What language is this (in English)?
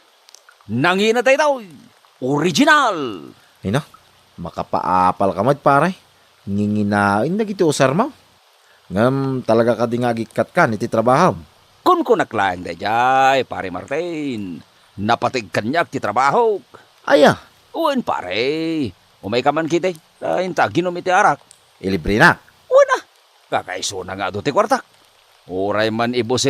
Iloko